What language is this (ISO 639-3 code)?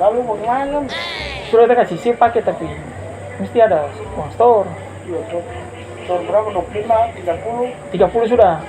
abs